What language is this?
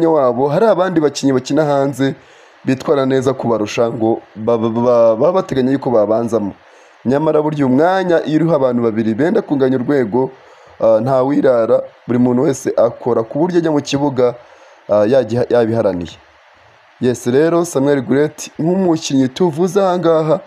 Kinyarwanda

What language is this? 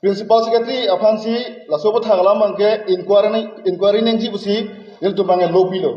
Karbi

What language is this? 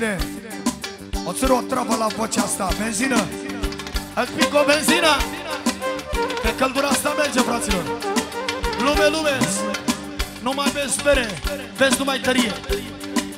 Romanian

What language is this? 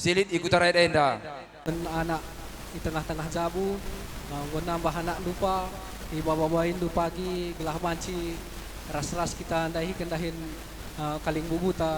Batak Karo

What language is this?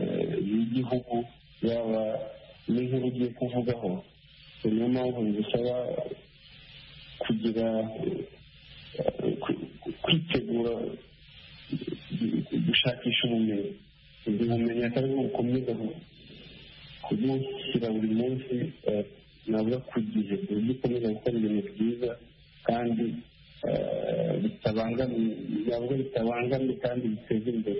Kinyarwanda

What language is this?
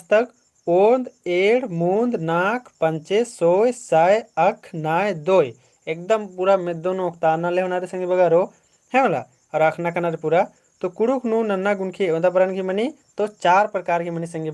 Kurukh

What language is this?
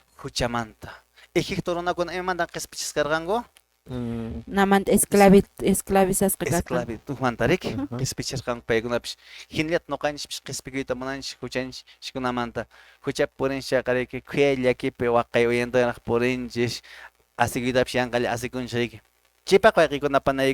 Quechua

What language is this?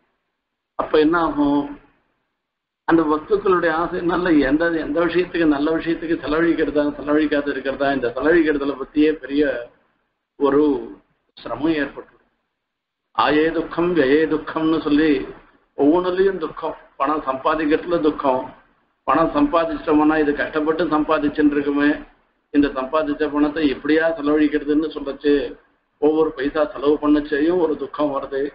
Tamil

